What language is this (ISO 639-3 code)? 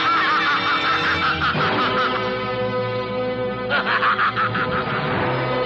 tam